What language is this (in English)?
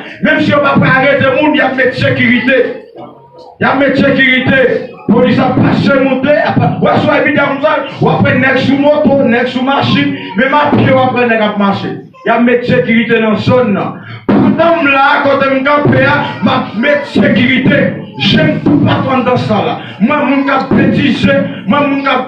Haitian Creole